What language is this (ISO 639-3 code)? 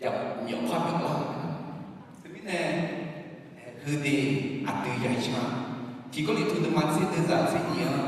ahk